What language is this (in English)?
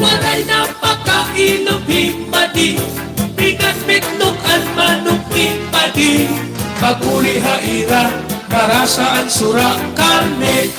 Waray